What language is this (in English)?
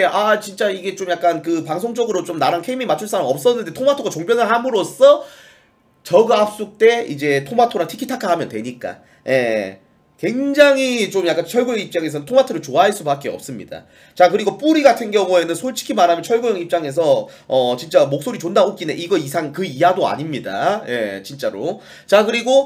Korean